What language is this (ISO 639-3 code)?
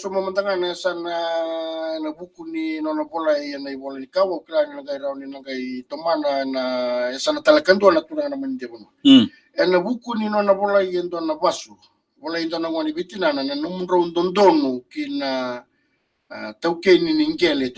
fij